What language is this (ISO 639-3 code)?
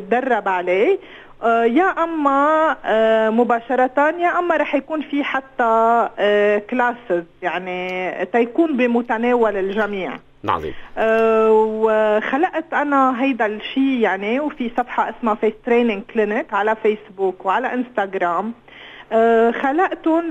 apc